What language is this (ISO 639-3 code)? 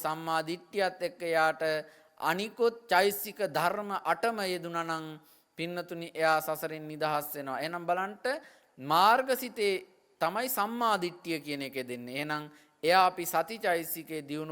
sin